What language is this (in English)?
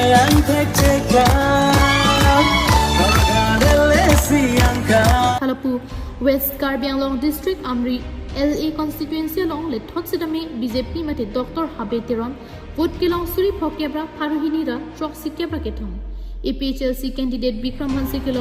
Karbi